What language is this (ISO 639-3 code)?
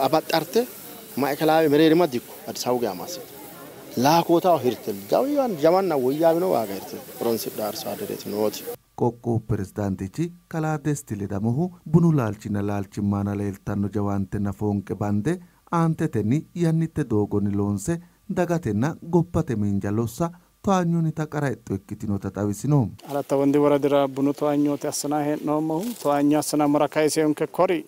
sid